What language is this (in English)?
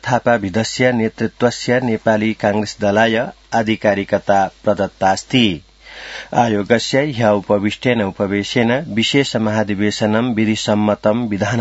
Sanskrit